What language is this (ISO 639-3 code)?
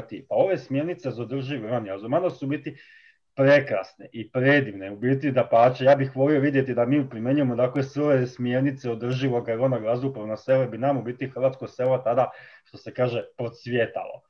hrv